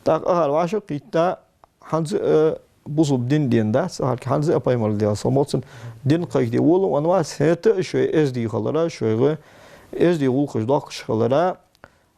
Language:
Ingush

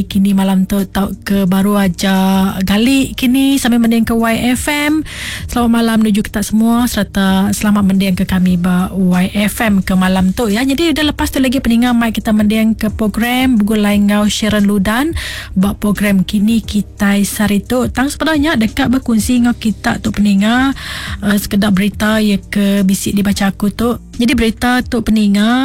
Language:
Iban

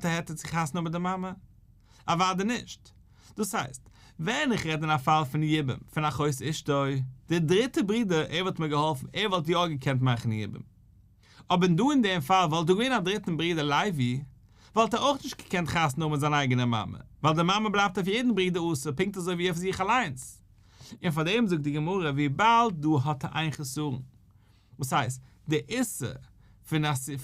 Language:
Yiddish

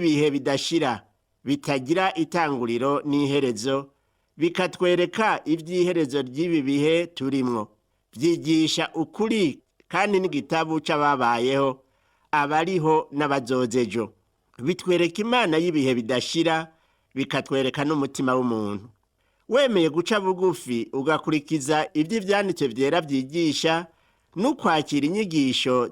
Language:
Rundi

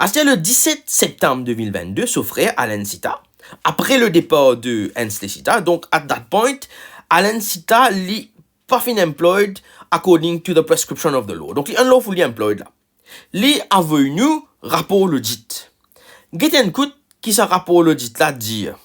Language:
Morisyen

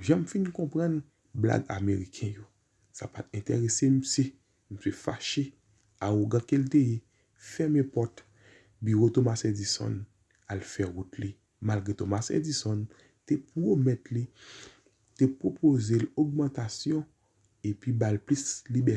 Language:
Haitian Creole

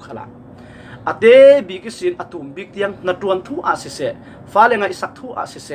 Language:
Falam Chin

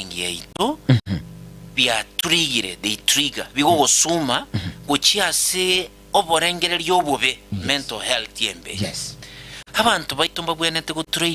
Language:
Gusii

